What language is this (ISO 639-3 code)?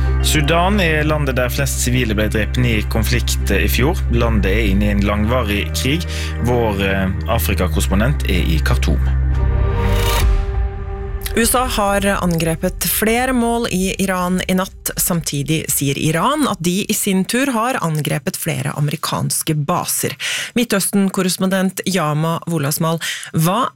nor